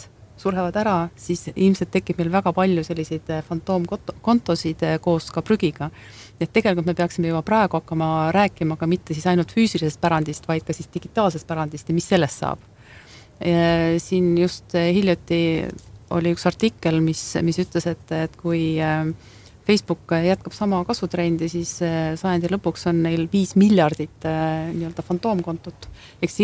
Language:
Estonian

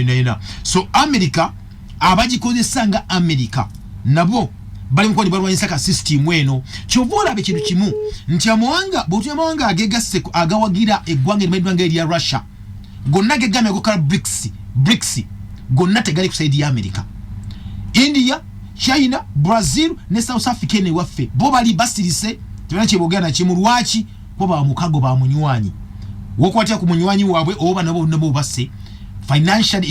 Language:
Ganda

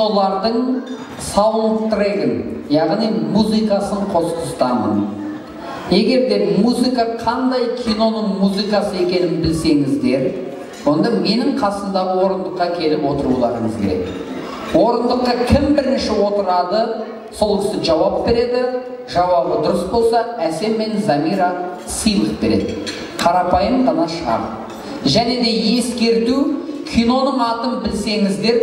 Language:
Kazakh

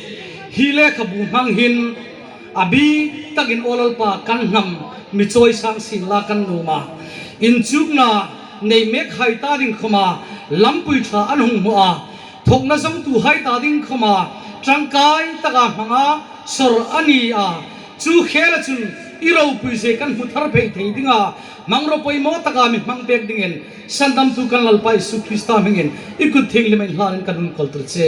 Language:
Hmar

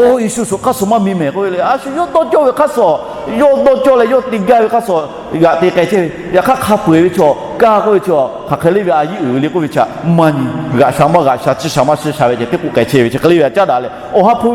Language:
Lahu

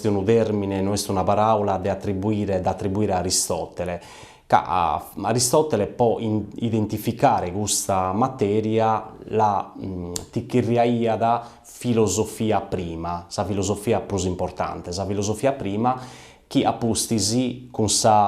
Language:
Sardinian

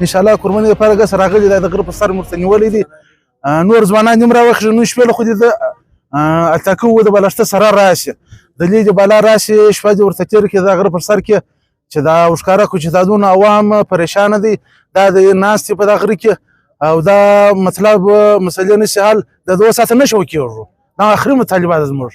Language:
Pashto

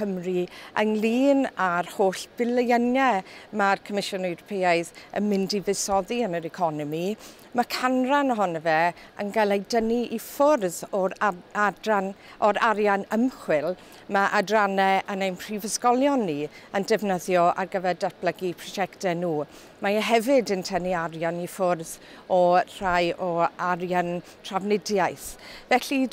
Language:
Welsh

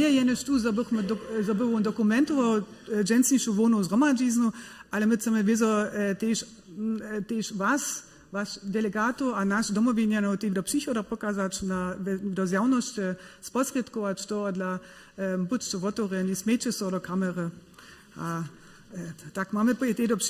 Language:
Upper Sorbian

